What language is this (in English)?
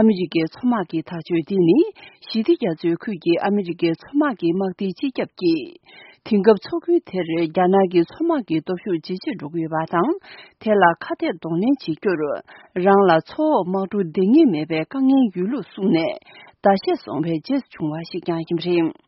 Tibetan